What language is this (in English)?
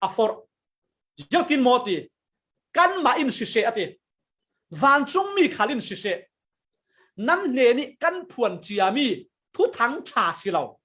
Falam Chin